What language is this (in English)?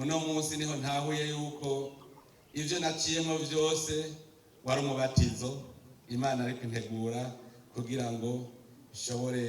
Rundi